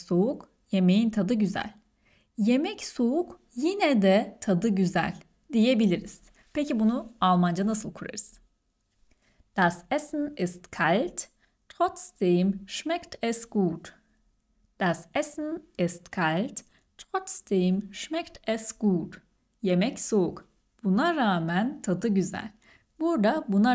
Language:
Turkish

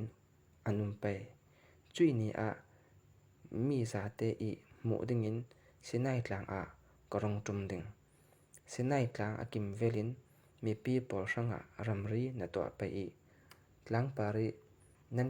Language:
Falam Chin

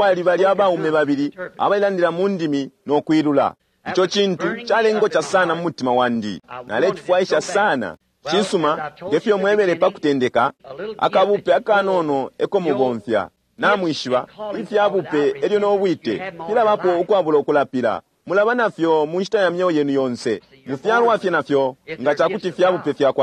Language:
Bemba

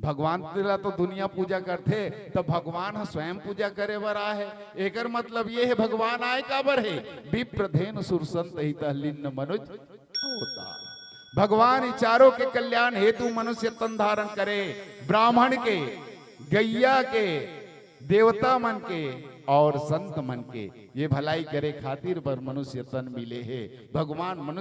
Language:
Chhattisgarhi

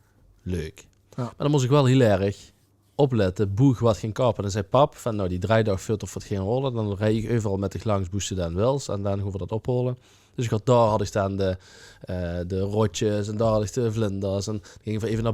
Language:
Limburgish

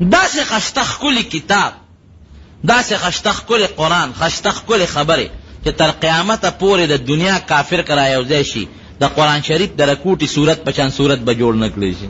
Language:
Pashto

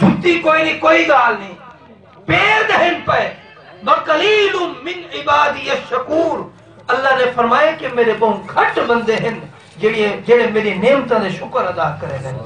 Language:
Saraiki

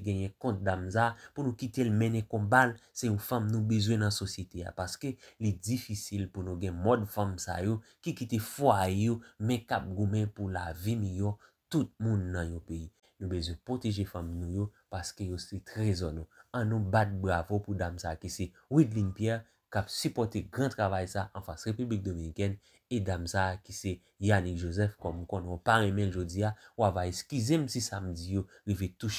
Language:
Haitian Creole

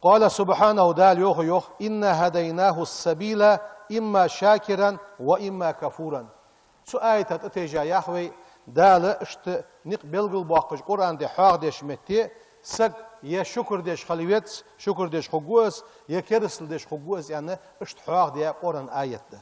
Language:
Ingush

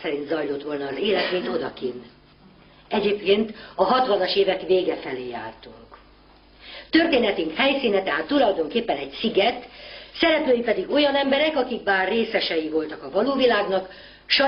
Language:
Hungarian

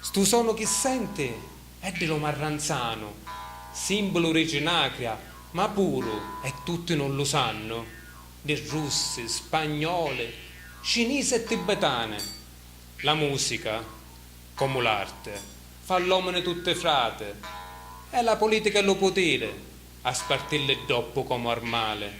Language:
Sicilian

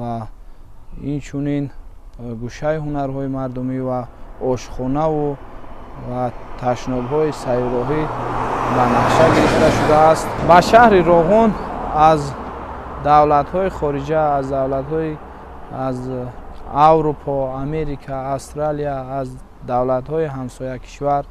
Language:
Tajik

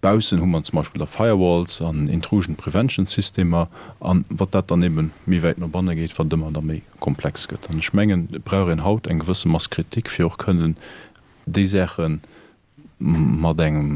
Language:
Luxembourgish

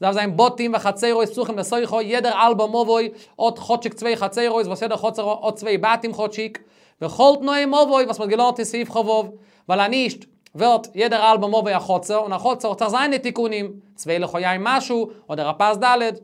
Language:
Yiddish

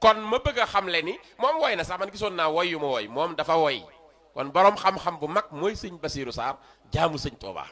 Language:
Wolof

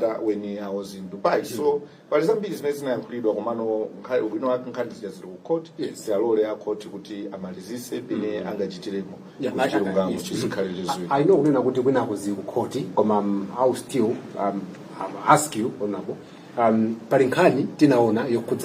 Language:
Nyanja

